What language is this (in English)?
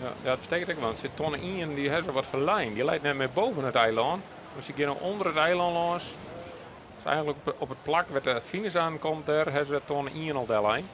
Western Frisian